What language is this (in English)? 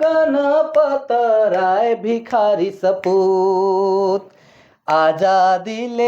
Sadri